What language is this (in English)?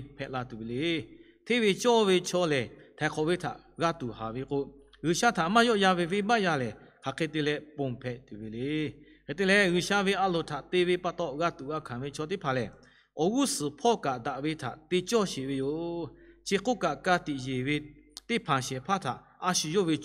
Lahu